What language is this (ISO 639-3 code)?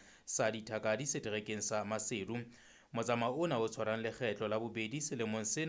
sot